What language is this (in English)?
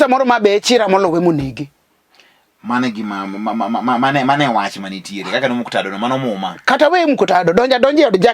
Luo (Kenya and Tanzania)